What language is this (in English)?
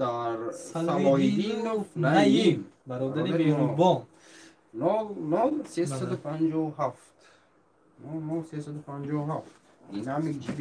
Tajik